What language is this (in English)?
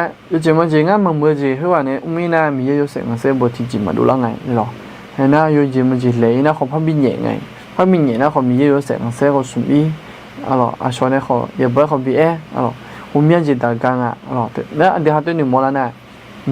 Akha